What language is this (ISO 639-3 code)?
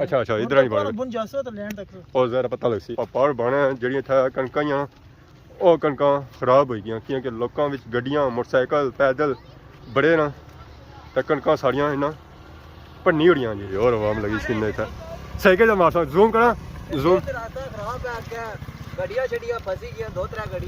phr